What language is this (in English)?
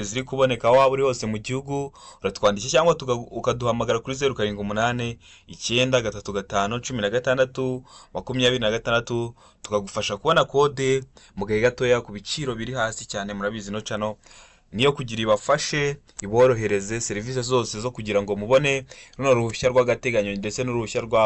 Kinyarwanda